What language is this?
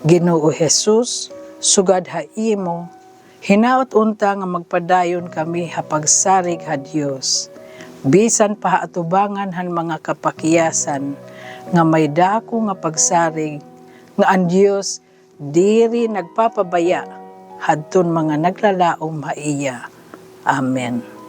Waray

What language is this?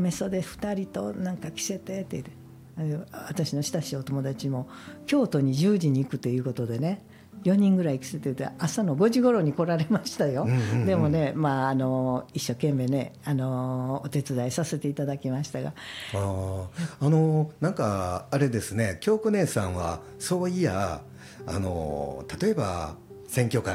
Japanese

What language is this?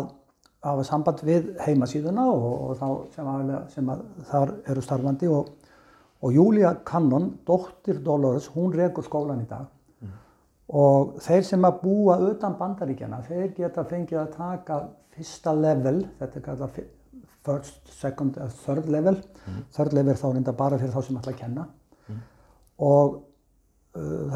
Icelandic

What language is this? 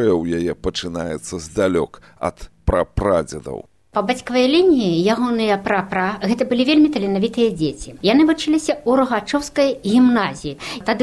Belarusian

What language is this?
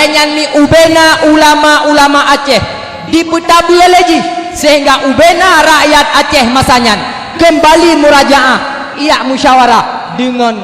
Achinese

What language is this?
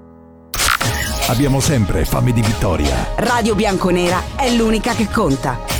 Italian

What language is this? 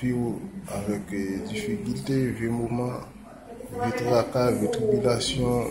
Haitian Creole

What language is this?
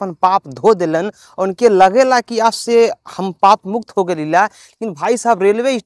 Bhojpuri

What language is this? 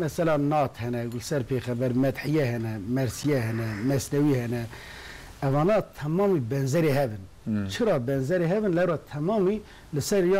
Kurdish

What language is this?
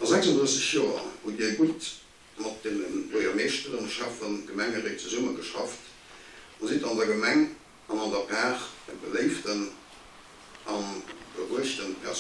Luxembourgish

